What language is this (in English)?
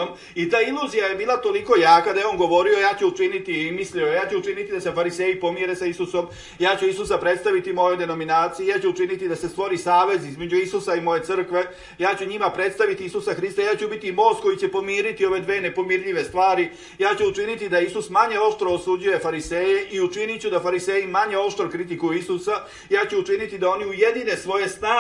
Serbian